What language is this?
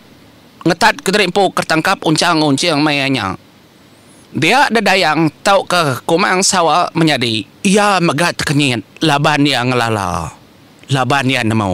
Iban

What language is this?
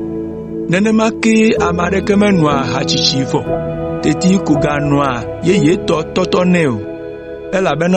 Ewe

